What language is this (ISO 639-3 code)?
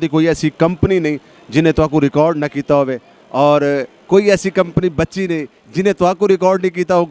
skr